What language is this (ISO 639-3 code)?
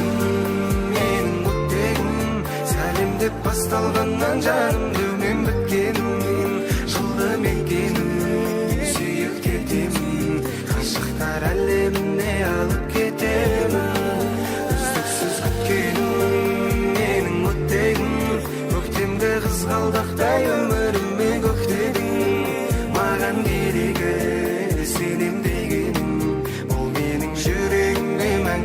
kaa